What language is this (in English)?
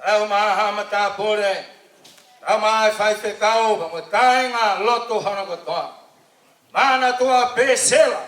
Tongan